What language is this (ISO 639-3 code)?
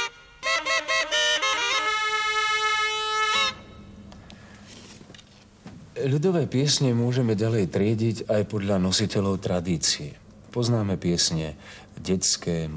slk